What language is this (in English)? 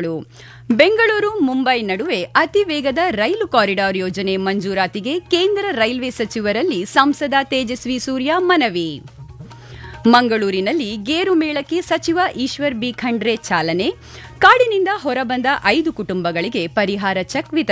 Kannada